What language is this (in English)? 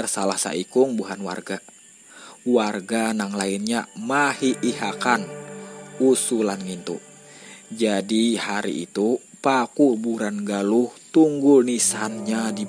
Banjar